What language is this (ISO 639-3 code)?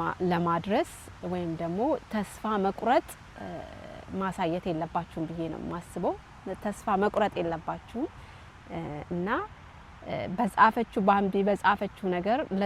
amh